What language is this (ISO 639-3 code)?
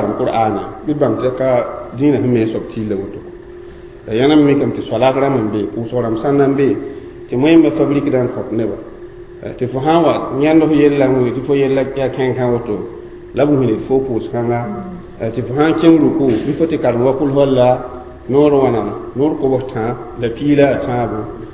mos